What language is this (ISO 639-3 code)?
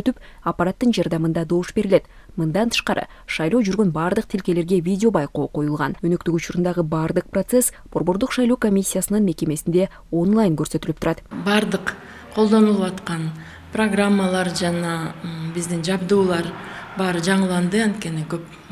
kir